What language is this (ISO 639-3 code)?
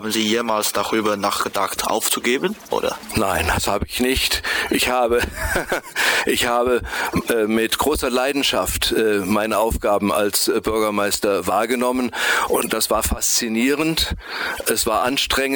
deu